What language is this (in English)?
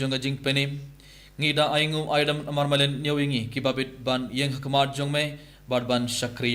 Khasi